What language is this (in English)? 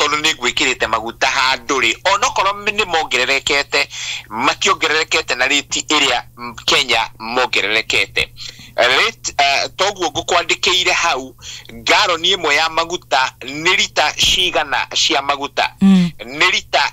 Kikuyu